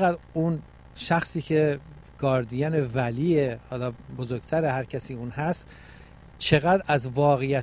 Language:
Persian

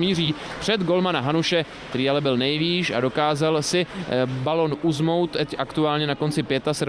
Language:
Czech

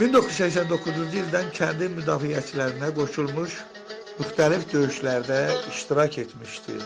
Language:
Azerbaijani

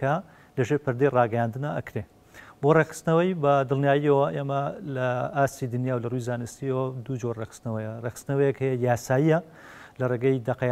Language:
Central Kurdish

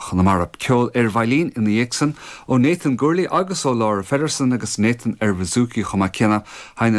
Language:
Irish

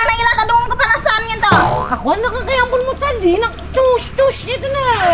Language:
Banjar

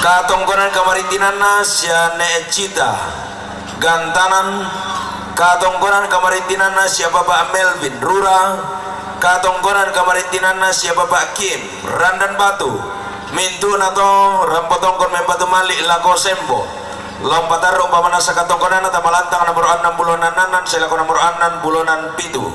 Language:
Toraja-Sa'dan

